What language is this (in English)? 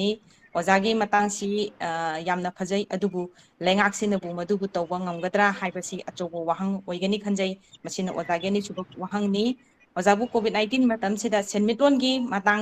Manipuri